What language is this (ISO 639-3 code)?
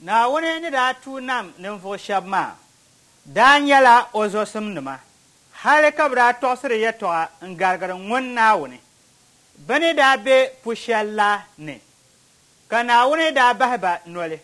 dag